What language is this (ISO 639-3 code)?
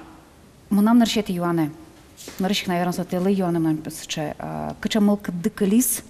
udm